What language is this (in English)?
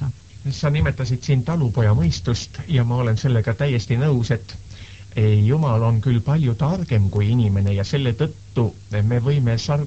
Estonian